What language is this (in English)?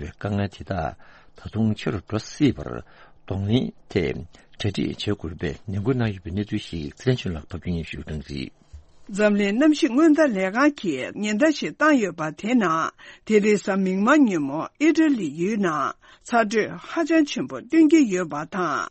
Tibetan